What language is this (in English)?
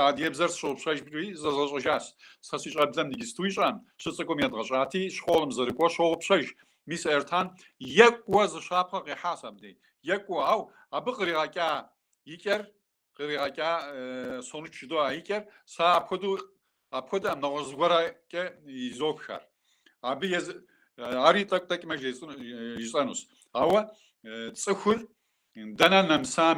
Kabardian